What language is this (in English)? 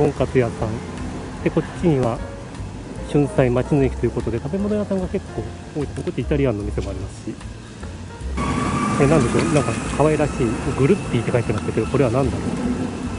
Japanese